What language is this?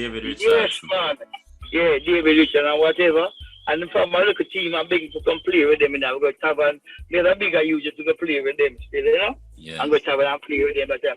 Jamaican Creole English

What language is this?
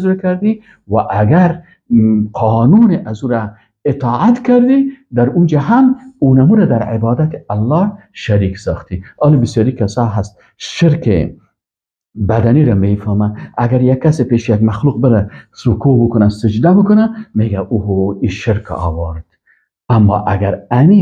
Persian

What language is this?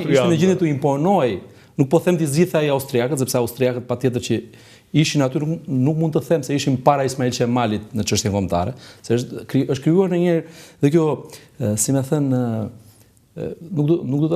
Albanian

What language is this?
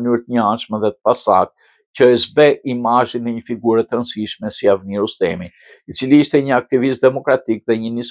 Albanian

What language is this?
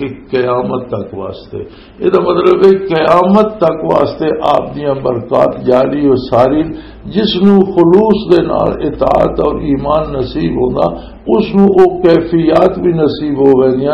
Western Panjabi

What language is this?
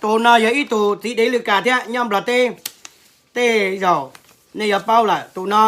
Hmong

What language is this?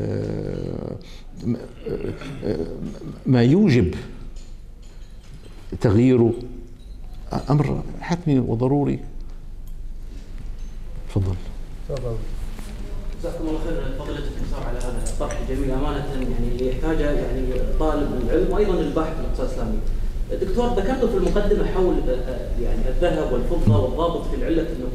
Arabic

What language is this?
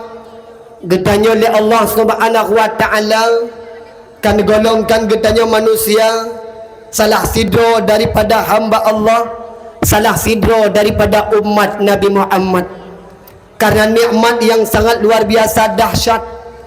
Achinese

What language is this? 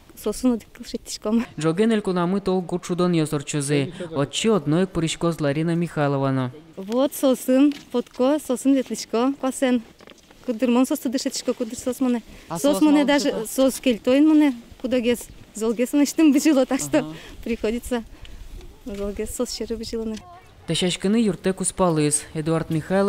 Udmurt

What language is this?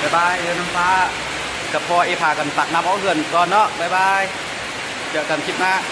Lao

